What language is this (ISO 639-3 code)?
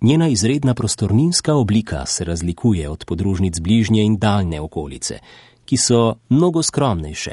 slv